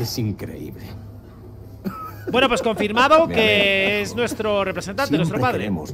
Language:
Spanish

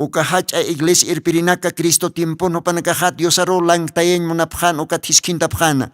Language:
Aymara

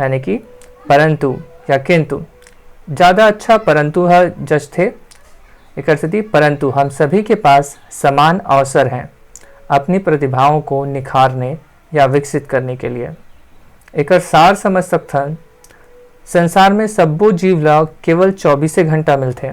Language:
Chhattisgarhi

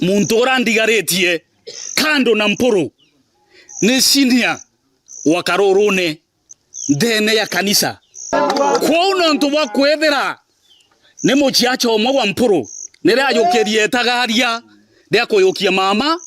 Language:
Meru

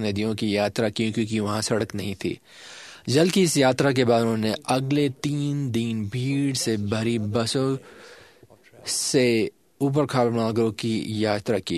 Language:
Hindi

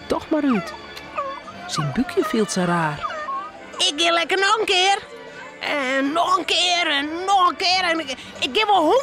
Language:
Western Frisian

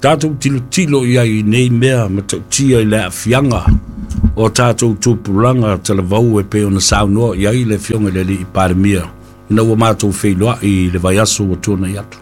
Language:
Samoan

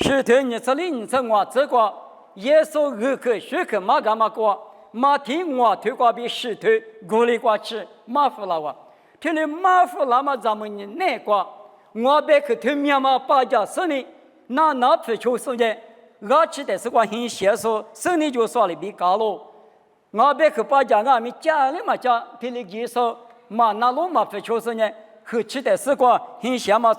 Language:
Lisu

